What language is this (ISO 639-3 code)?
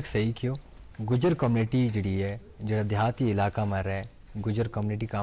gju